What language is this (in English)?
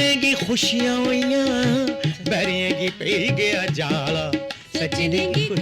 Dogri